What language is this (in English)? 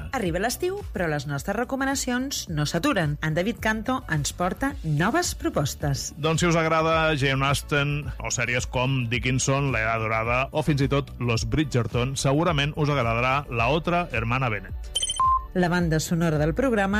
Catalan